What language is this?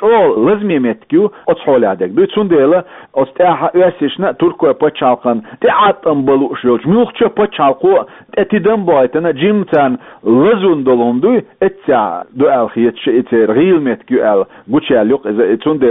Chechen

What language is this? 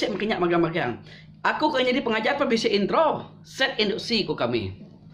Iban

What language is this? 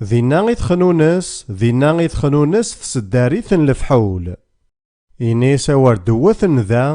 Kabyle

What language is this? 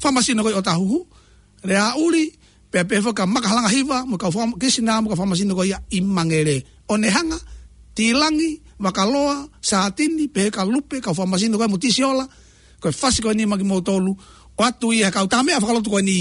Tongan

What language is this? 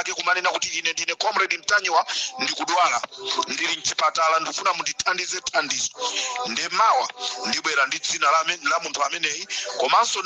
Nyanja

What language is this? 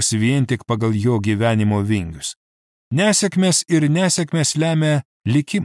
Lithuanian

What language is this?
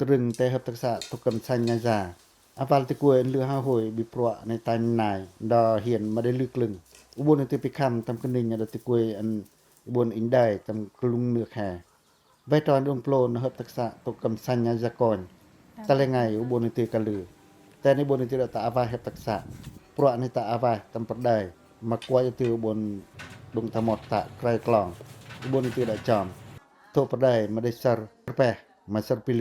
Pacoh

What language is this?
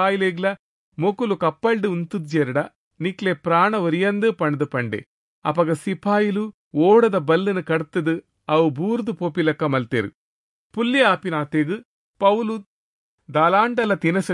Tulu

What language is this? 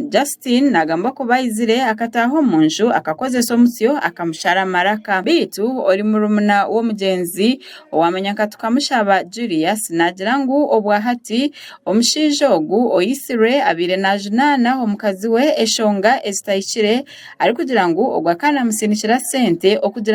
Nyankole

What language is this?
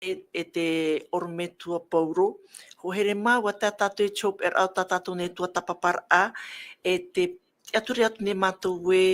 Tahitian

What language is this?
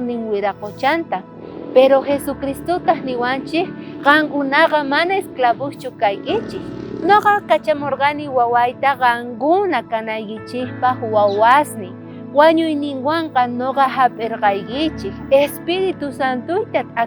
South Bolivian Quechua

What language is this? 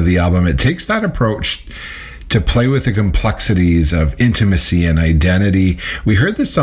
English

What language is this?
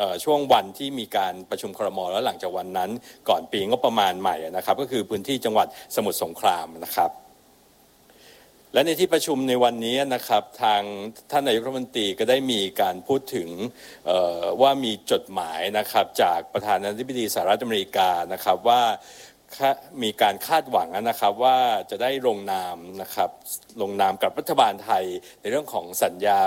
Thai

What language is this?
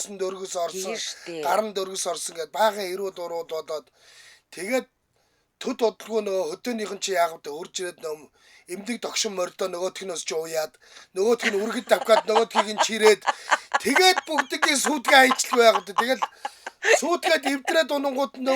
Mongolian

